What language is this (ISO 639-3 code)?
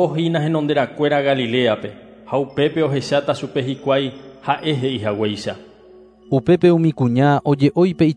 grn